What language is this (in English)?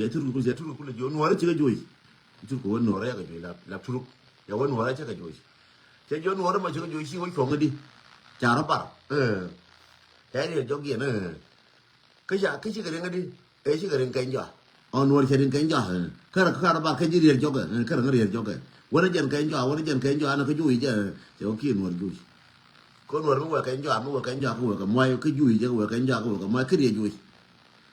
Nuer